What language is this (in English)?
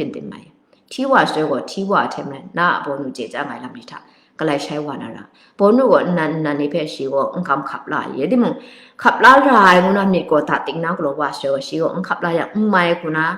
Kachin